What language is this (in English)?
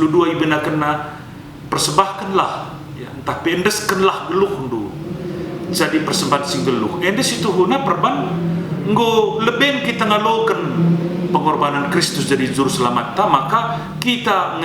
Batak Karo